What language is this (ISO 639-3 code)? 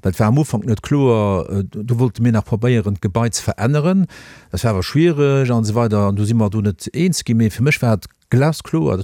ltz